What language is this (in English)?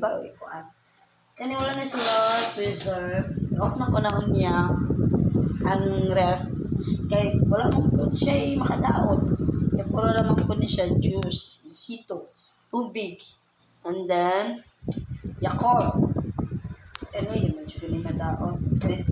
Cebuano